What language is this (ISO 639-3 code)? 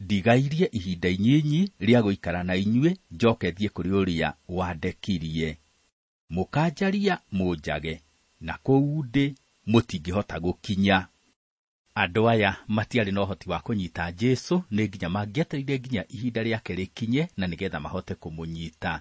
kik